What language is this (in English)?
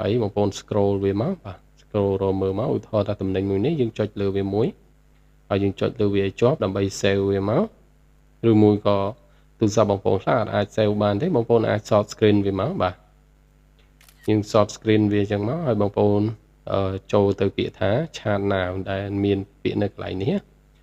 Khmer